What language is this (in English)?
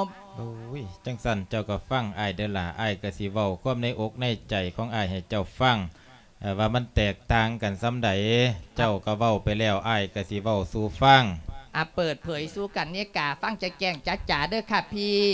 Lao